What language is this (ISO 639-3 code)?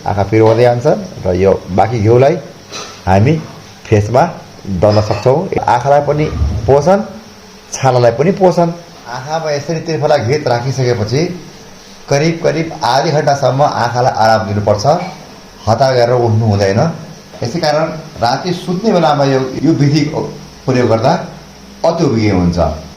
nep